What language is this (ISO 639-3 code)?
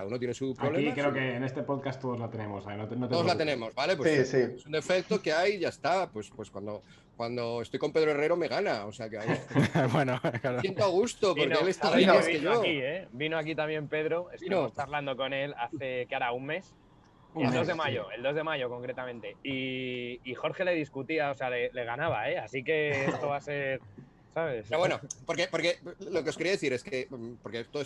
spa